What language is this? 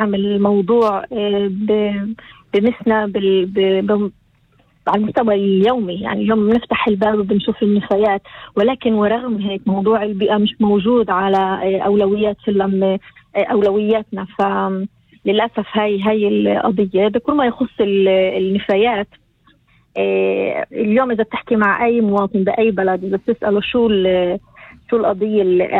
North Levantine Arabic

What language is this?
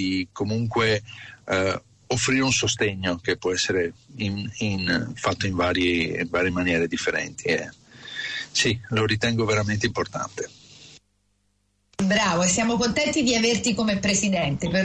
Italian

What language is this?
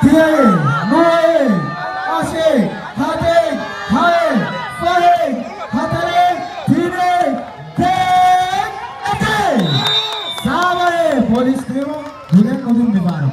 Divehi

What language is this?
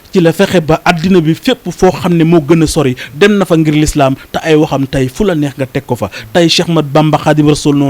Wolof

